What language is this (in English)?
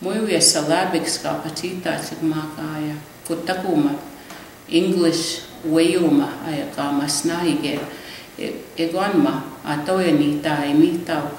Plains Cree